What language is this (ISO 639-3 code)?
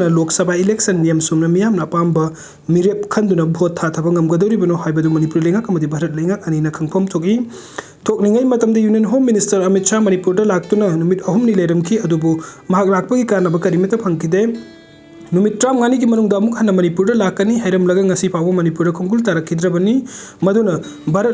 mni